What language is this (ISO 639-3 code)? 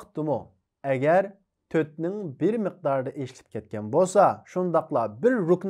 uig